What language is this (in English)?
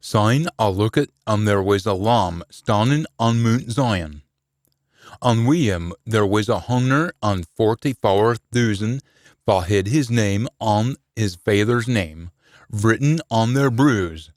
Scots